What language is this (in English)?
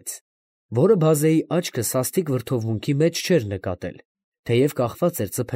Armenian